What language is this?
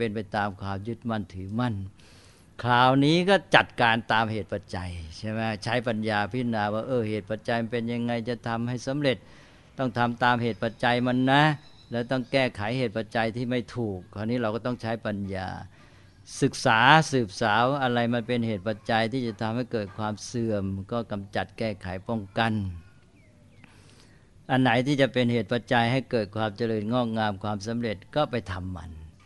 Thai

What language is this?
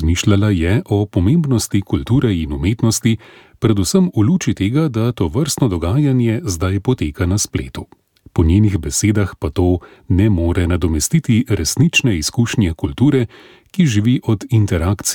Slovenian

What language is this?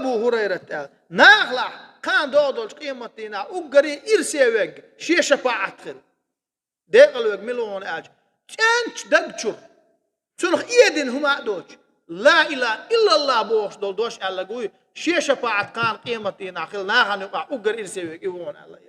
Chechen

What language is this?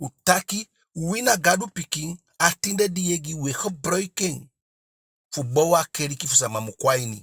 Eastern Maroon Creole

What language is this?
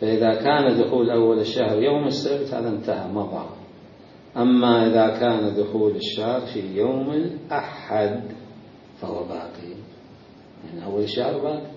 Mesopotamian Arabic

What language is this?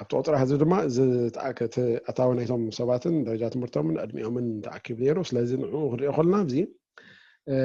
Tigrinya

